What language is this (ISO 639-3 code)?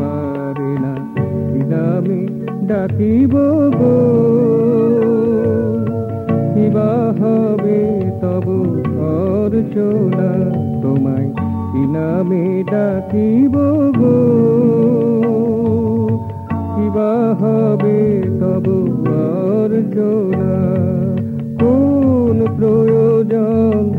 ben